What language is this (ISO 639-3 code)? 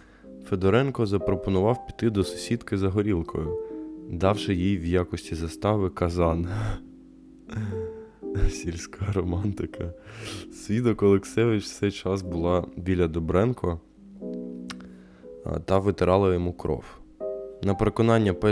ukr